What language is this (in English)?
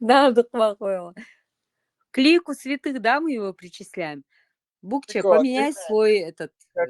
Chechen